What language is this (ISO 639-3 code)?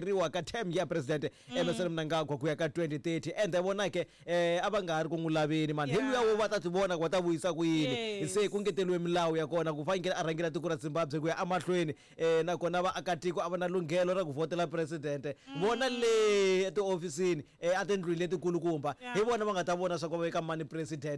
tso